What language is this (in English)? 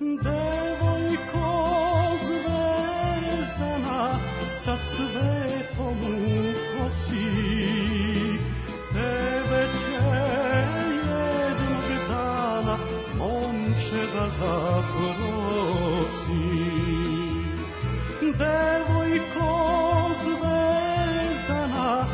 Serbian